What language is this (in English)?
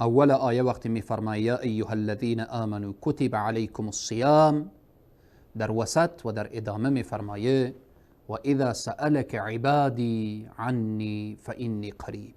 Persian